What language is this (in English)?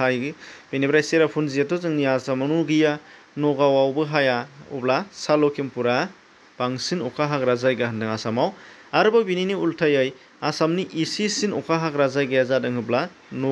Bodo